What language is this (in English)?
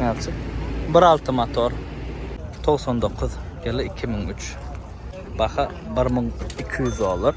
Turkmen